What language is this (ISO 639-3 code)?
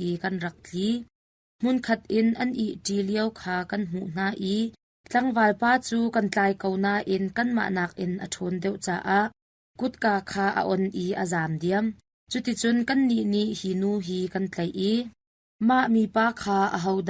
cnh